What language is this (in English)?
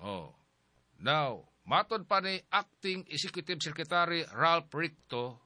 Cebuano